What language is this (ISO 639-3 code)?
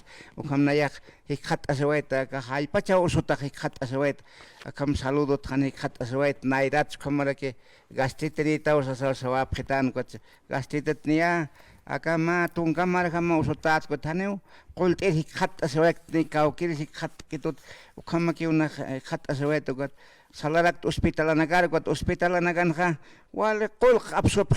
aym